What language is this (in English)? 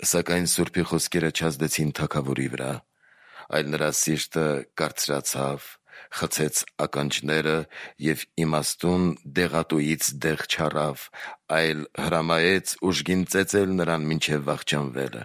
Armenian